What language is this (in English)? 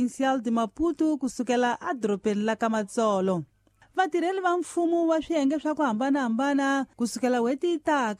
Tsonga